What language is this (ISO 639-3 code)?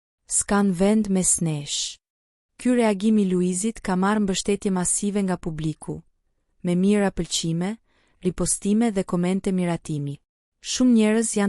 sqi